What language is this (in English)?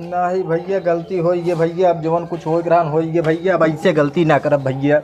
Awadhi